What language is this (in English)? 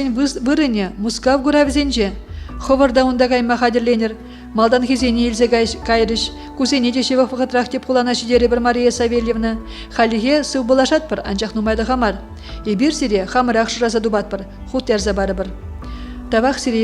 Chuvash